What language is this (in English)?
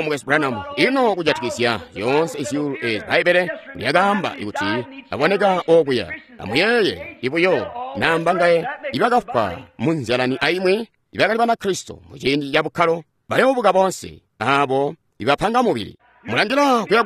Tonga (Zambia)